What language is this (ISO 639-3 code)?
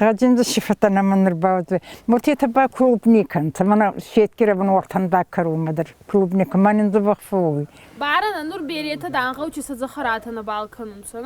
oss